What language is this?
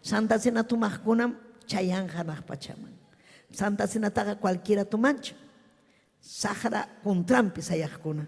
Ayacucho Quechua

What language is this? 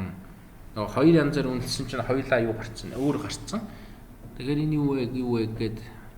Mongolian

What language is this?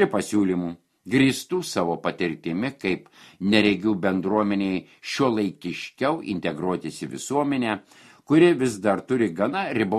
Lithuanian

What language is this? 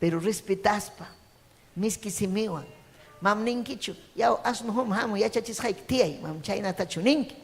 Ayacucho Quechua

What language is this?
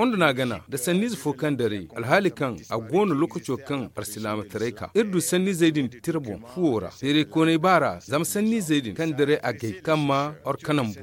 Zarma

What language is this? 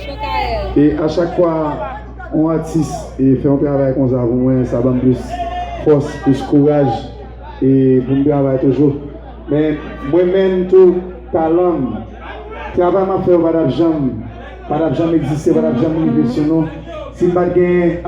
Haitian Creole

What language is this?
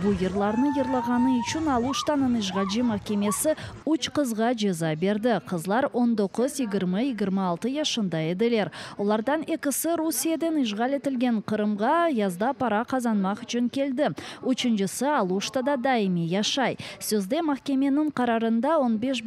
Crimean Tatar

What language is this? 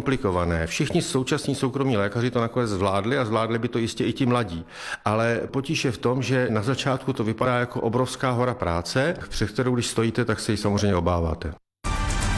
Czech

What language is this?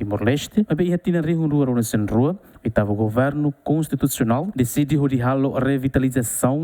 Tetum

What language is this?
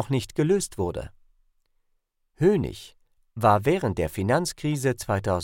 German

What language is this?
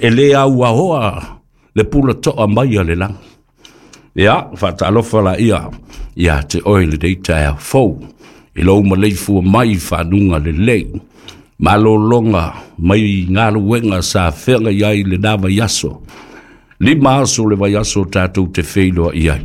Samoan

